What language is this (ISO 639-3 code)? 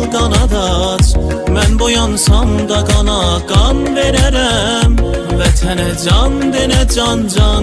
azb